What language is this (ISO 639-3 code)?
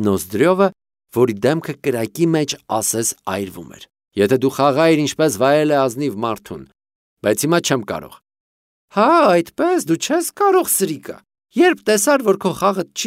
hye